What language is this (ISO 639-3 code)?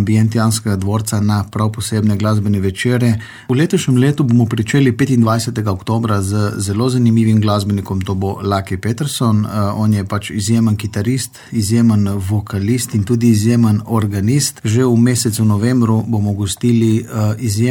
slv